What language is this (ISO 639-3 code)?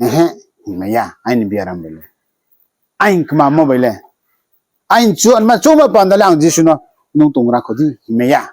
ria